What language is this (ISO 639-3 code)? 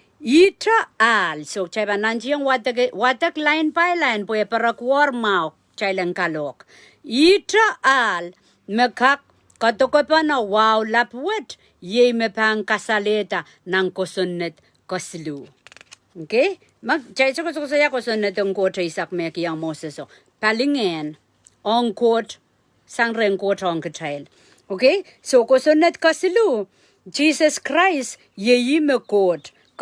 pon